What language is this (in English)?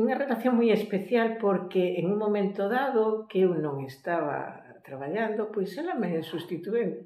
Galician